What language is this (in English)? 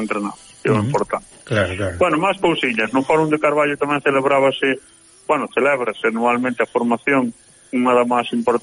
Galician